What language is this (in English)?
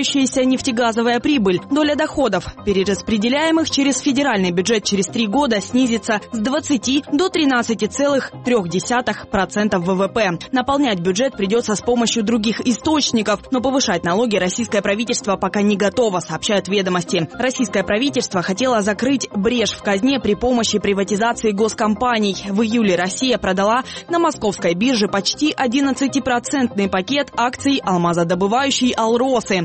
Russian